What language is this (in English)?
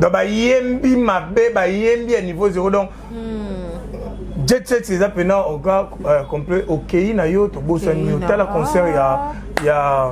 Lingala